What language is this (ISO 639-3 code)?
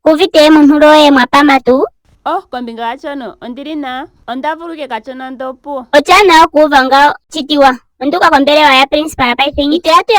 ndo